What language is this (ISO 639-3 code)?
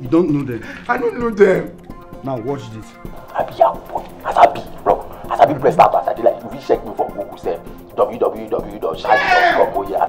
pcm